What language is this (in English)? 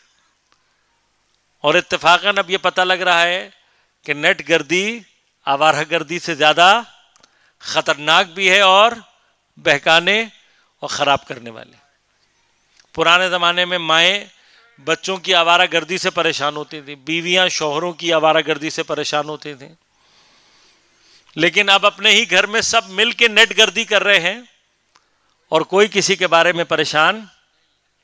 Urdu